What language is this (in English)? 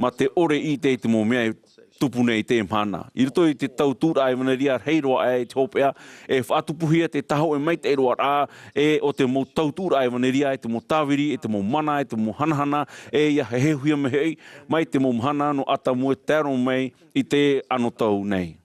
Tahitian